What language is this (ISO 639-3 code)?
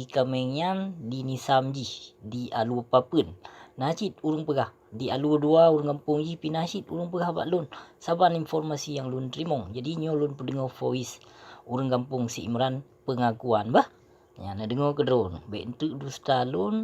ace